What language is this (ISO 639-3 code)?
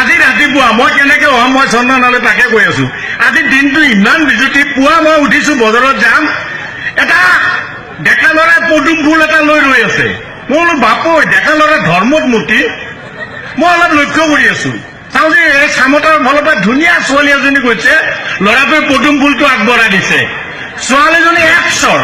asm